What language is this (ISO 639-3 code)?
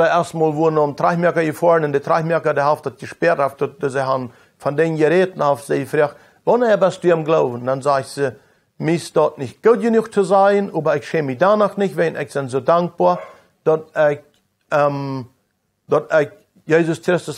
pdt